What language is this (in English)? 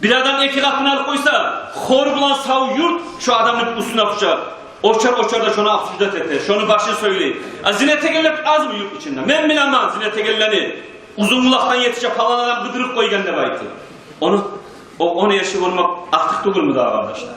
Kumyk